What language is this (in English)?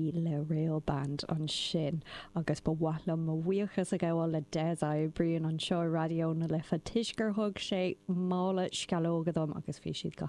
Irish